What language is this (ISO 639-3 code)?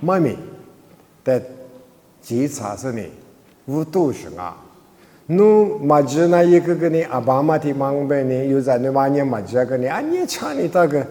lis